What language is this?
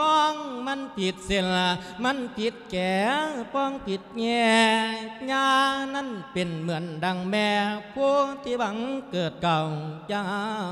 Lao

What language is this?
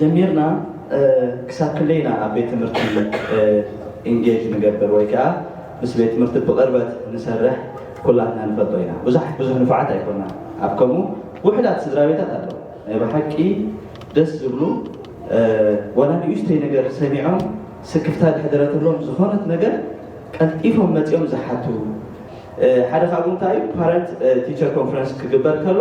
Tigrinya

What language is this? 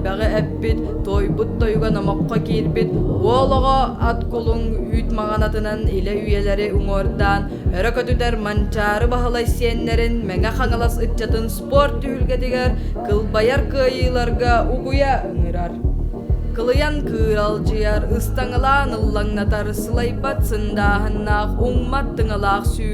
Yakut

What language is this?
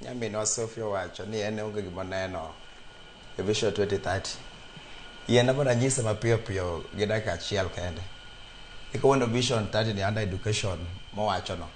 Luo (Kenya and Tanzania)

